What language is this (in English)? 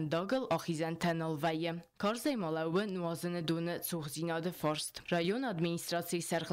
Ossetic